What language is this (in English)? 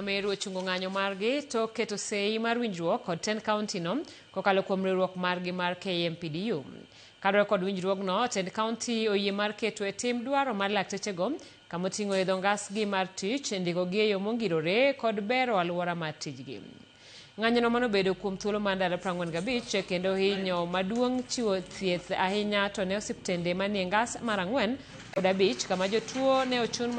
Luo (Kenya and Tanzania)